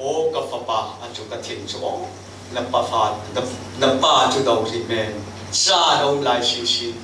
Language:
Falam Chin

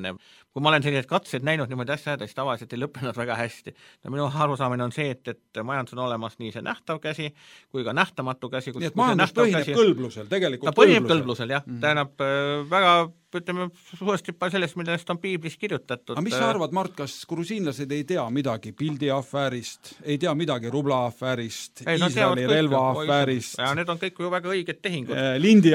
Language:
Estonian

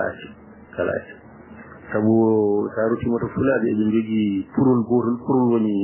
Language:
Fula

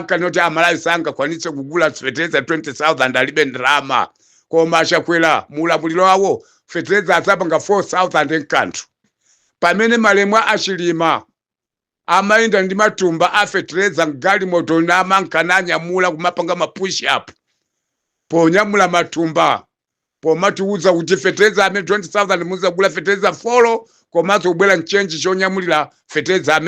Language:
Nyanja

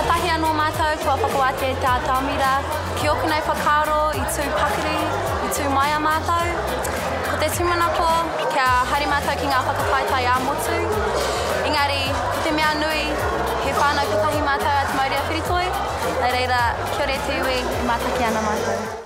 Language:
Māori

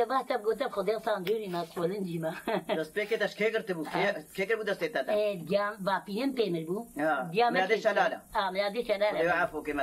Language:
Kurdish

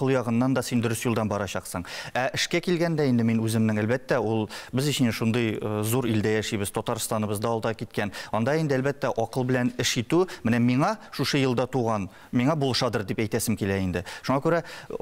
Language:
Tatar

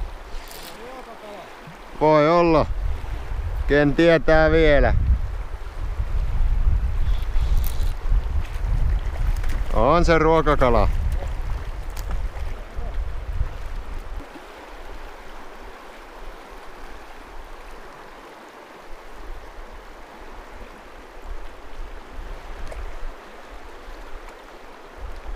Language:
Finnish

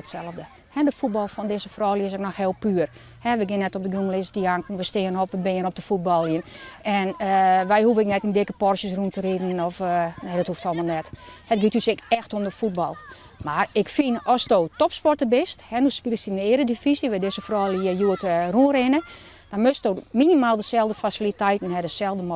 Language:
Western Frisian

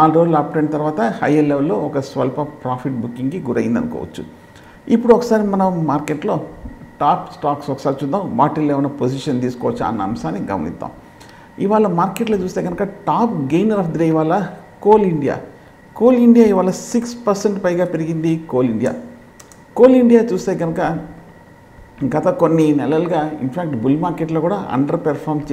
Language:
Telugu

